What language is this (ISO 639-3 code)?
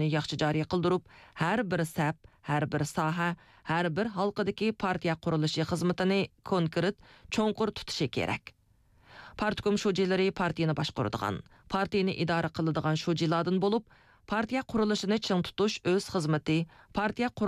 uig